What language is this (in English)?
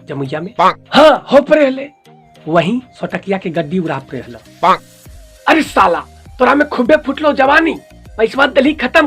Magahi